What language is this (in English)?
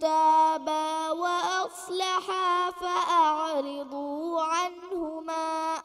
Divehi